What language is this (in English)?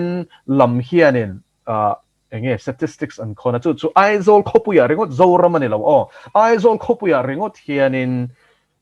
Mizo